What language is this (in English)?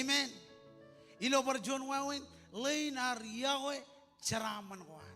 Marshallese